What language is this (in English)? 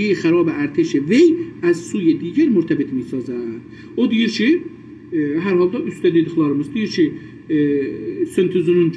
South Azerbaijani